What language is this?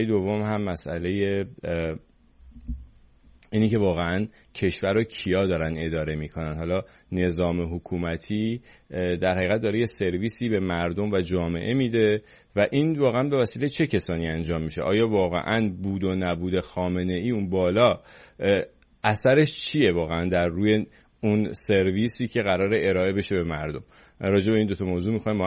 Persian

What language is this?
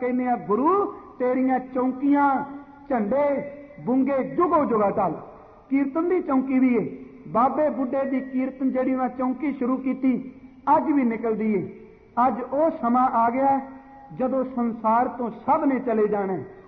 Punjabi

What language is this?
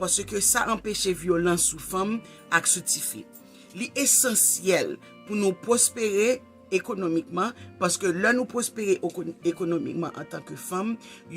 Haitian Creole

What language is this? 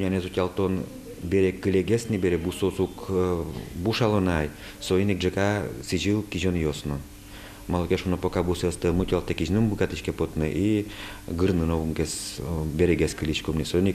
Udmurt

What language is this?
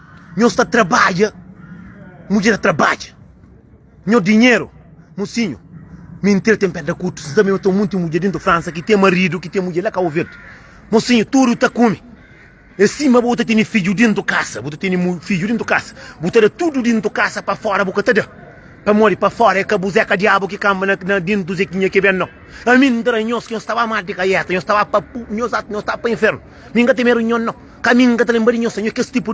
Kabuverdianu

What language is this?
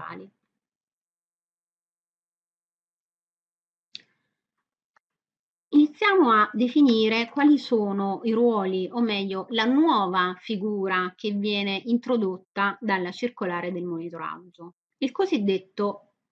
Italian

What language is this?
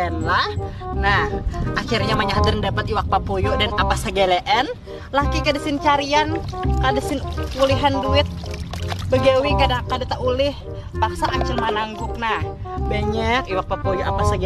Banjar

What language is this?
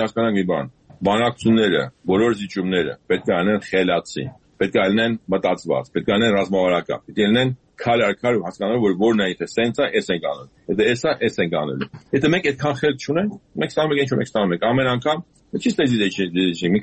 Armenian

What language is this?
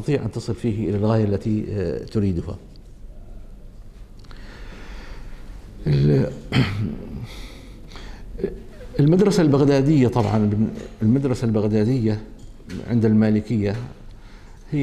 Arabic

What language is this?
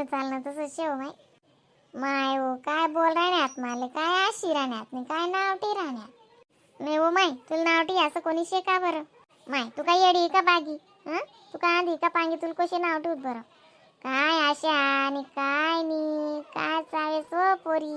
Khandesi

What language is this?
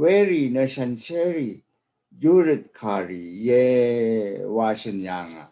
Rawang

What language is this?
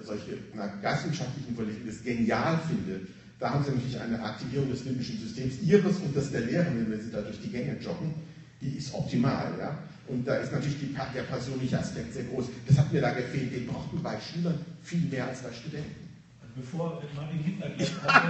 German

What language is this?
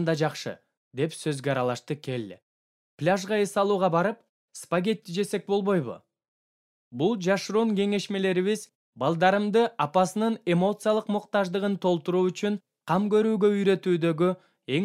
Kyrgyz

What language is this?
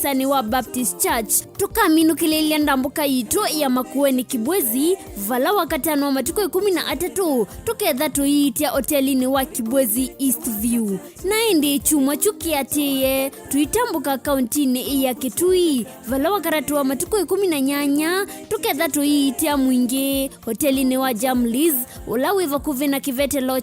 Kamba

